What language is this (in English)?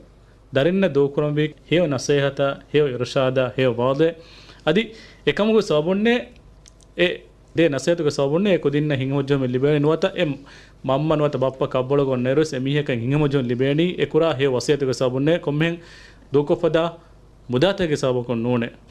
Divehi